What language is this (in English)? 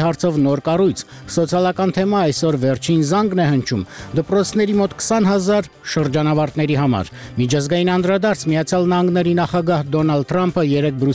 Armenian